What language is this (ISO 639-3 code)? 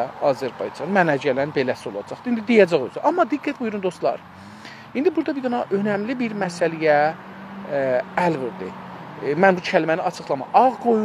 azb